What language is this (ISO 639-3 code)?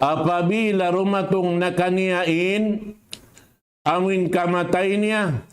tsg